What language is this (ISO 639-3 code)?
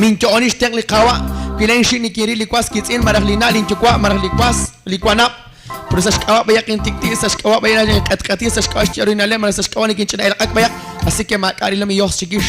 kek